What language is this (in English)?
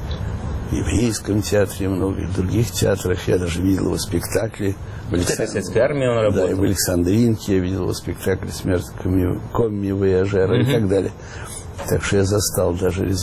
Russian